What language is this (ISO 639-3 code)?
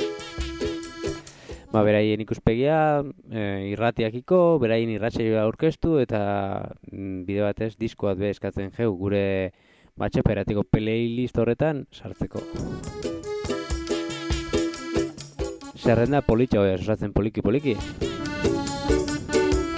eus